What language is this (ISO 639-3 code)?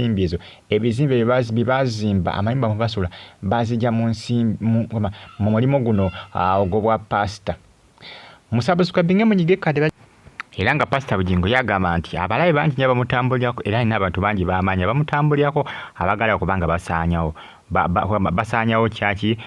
lug